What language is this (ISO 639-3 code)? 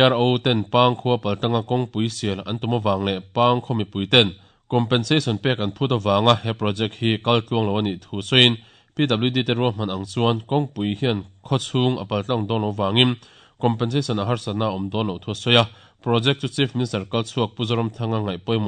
lus